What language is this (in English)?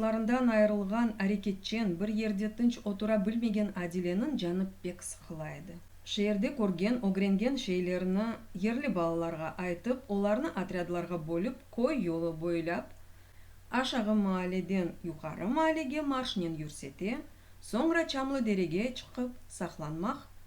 Crimean Tatar